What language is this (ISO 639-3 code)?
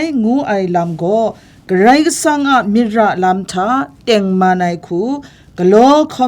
kac